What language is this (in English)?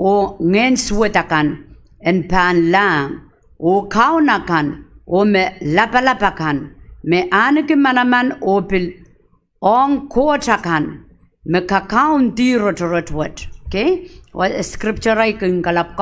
Pohnpeian